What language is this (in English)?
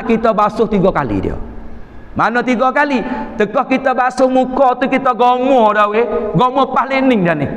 Malay